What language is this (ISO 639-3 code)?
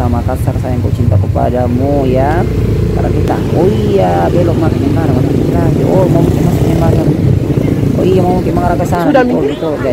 ind